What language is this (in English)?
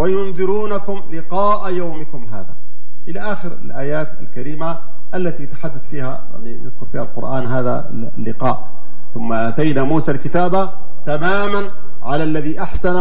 Arabic